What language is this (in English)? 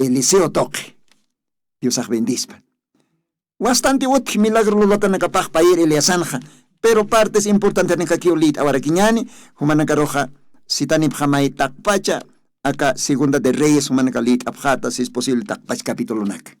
Aymara